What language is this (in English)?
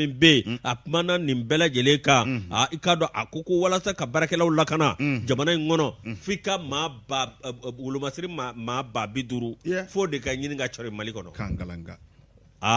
Bambara